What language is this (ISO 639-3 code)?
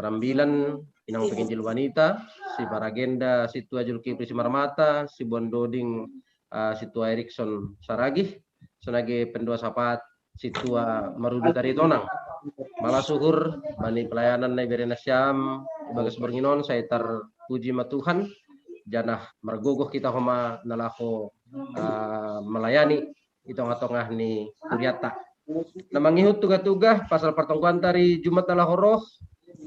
bts